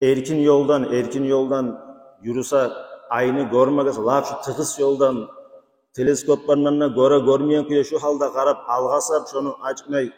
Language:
Kumyk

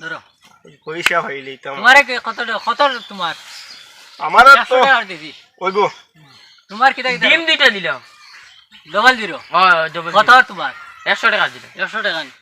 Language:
Sylheti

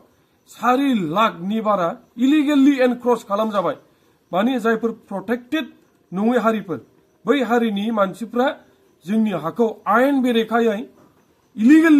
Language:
Bodo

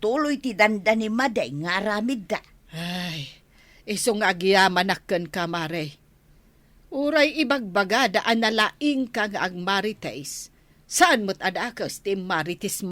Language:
Iloko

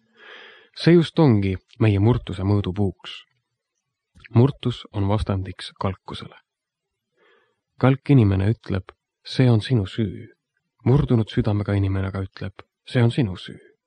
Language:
Estonian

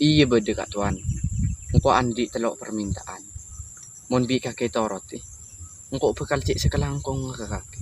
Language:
Madurese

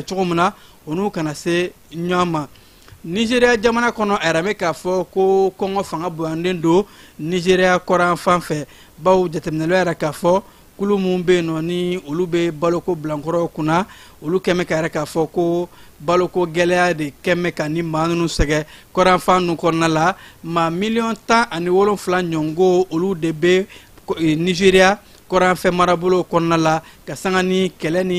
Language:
Bambara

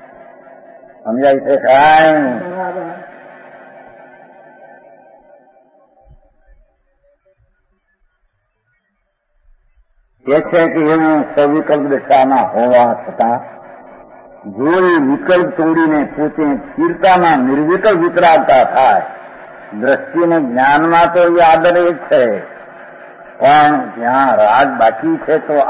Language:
Gujarati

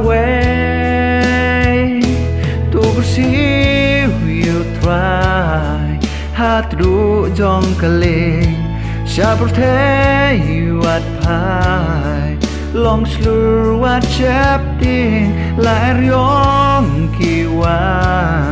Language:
Khasi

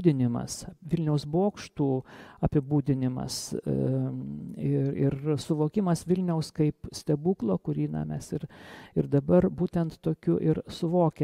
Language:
Lithuanian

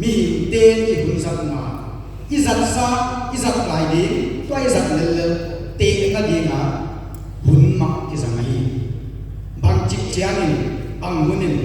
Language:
Paite Chin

